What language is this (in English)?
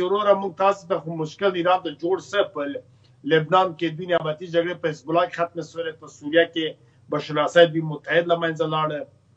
Pashto